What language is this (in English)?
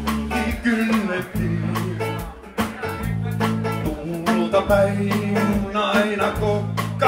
Finnish